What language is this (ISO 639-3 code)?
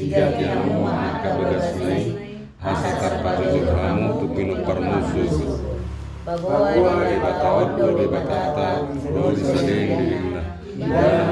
bbc